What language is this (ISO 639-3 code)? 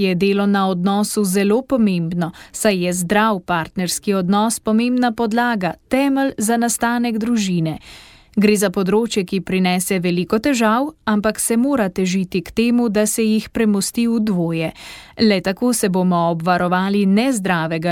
slv